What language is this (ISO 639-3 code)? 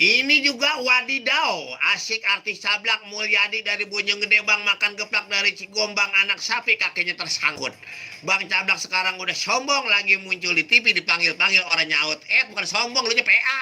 bew